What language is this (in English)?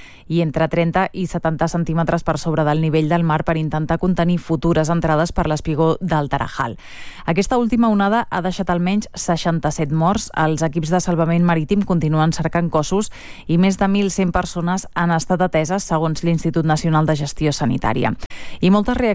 Catalan